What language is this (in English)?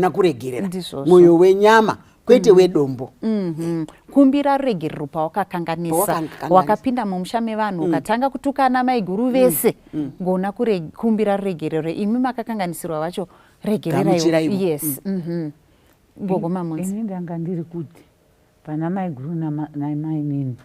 Shona